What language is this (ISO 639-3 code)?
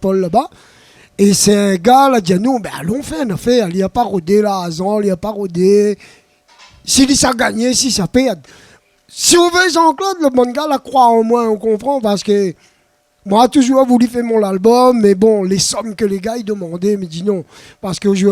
rcf